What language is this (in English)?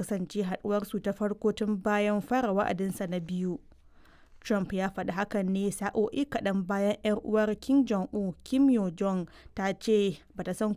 Hausa